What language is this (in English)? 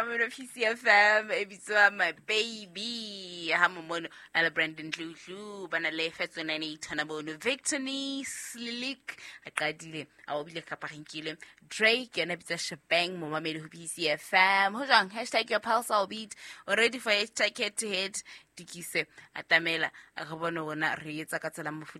Southern Sotho